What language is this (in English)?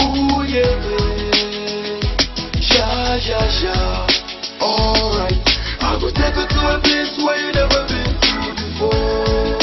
Dagbani